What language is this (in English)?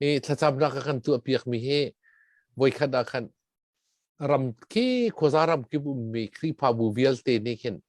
Hakha Chin